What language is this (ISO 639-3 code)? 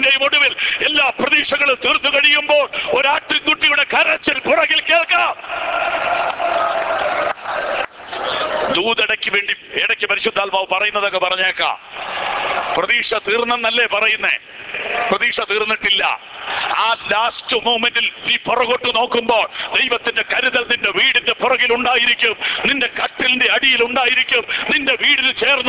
mal